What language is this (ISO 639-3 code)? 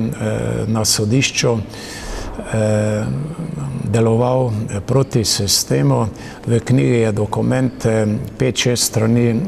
slv